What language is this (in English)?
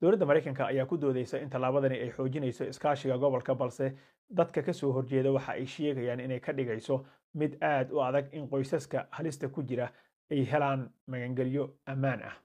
Somali